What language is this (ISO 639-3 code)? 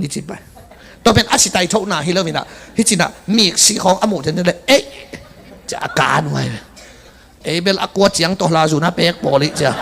ctd